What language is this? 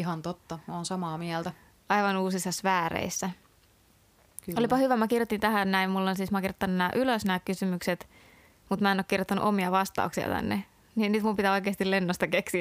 Finnish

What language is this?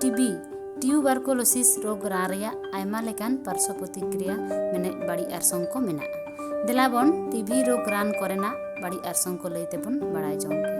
Santali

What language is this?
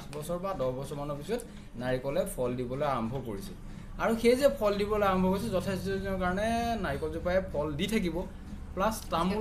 Assamese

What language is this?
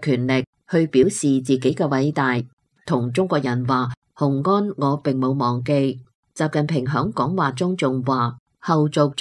Cantonese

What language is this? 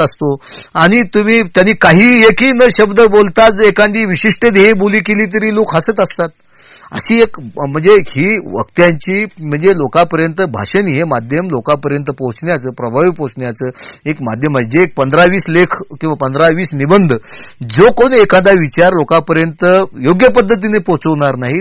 Marathi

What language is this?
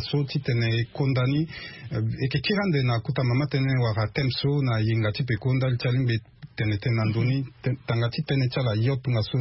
Sango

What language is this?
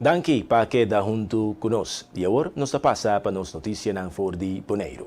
Papiamento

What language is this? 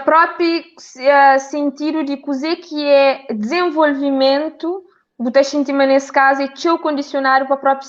Kabuverdianu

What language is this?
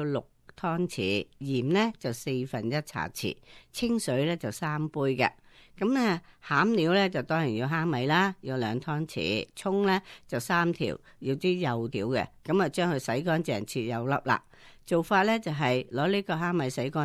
Cantonese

